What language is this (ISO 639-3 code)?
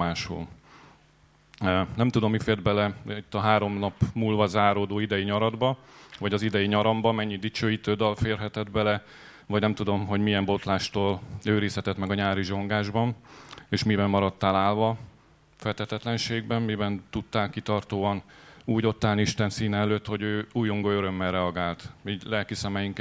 hun